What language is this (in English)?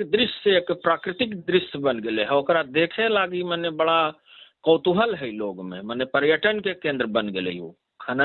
Magahi